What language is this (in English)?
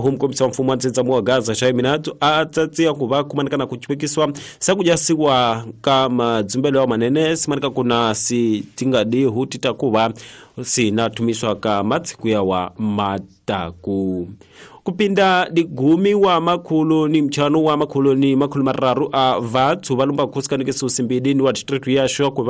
Tsonga